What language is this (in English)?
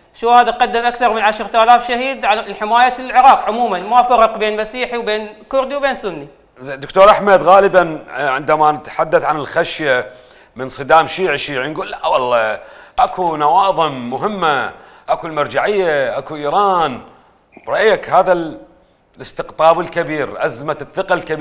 Mesopotamian Arabic